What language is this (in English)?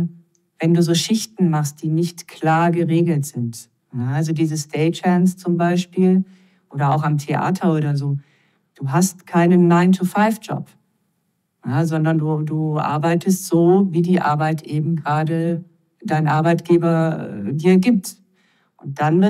German